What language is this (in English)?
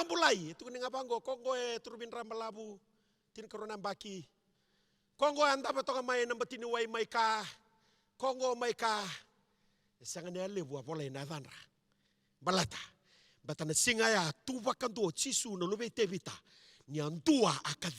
Fijian